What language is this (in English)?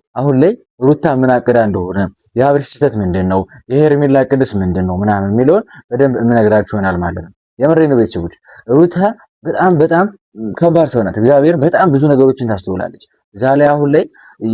Amharic